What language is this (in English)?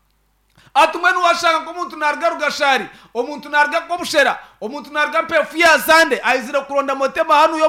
Nyankole